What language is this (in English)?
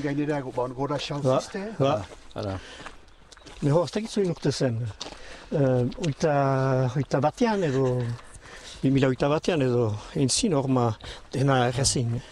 Basque